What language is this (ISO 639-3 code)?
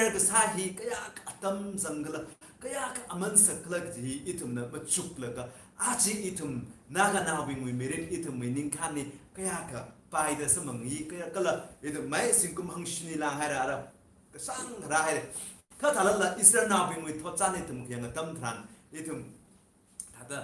nmf